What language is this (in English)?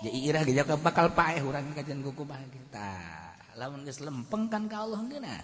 Sundanese